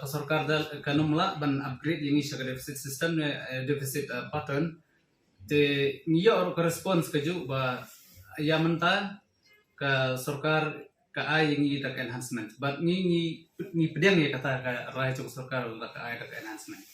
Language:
Khasi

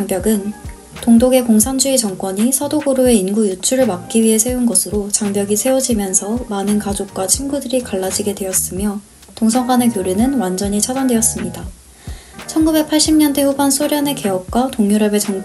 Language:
Korean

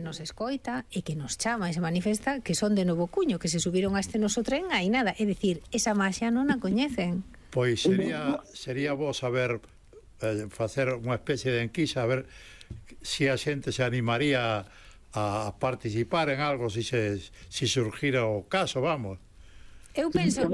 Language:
Galician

